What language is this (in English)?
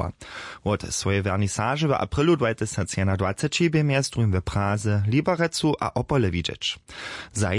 Upper Sorbian